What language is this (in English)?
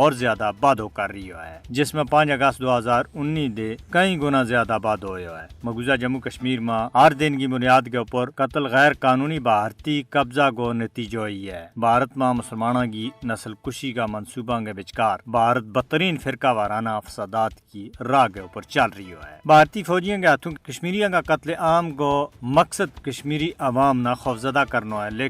Gujari